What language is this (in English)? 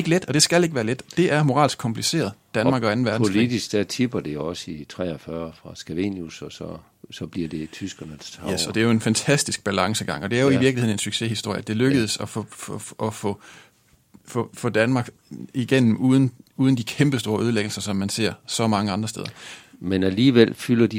Danish